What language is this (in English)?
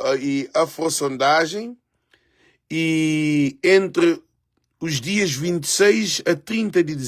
Kabuverdianu